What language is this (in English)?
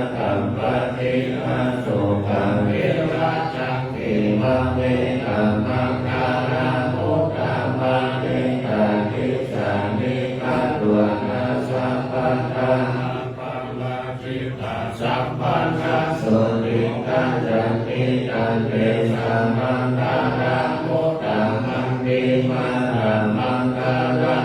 Pali